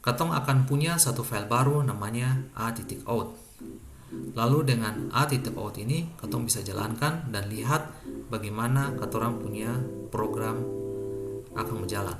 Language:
Ambonese Malay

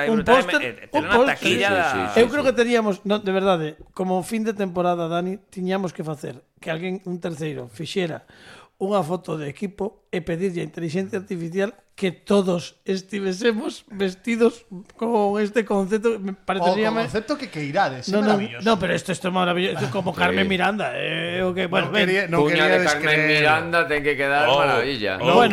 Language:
Galician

